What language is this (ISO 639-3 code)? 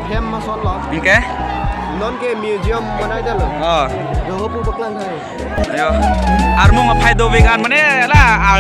mjw